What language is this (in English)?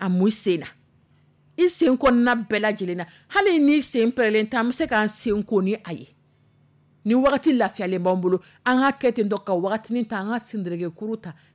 Dyula